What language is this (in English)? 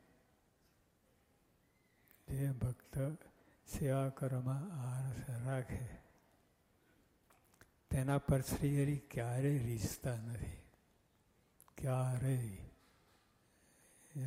Gujarati